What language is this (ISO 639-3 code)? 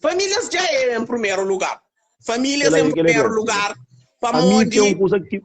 kea